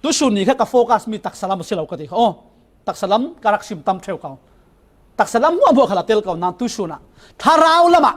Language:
Falam Chin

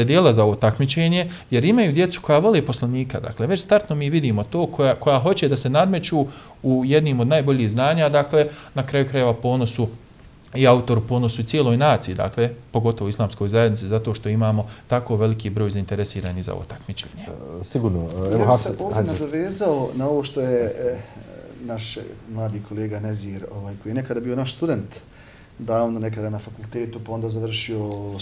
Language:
Bosnian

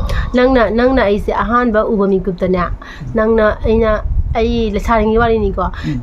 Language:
Manipuri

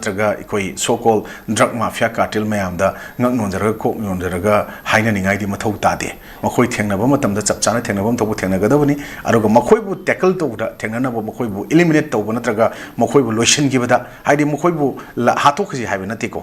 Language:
Manipuri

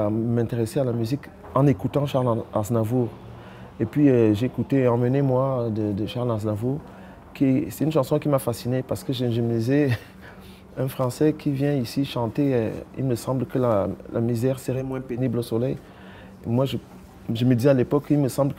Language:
French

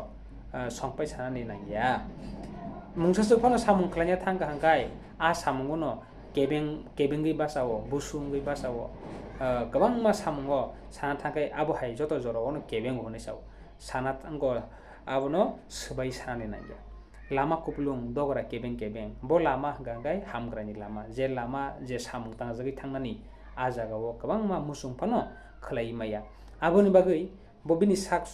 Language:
Kok Borok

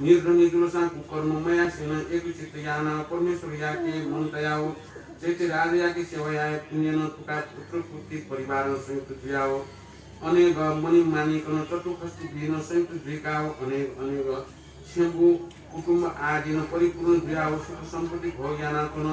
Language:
Newari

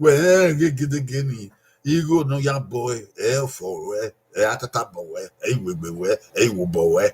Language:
Bini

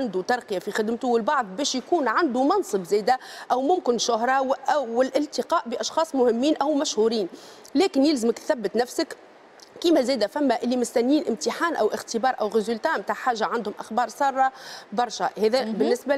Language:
Tunisian Arabic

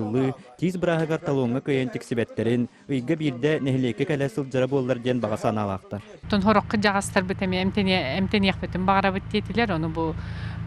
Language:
Yakut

